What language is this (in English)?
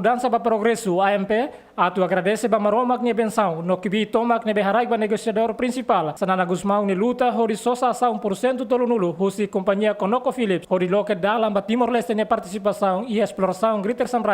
Tetum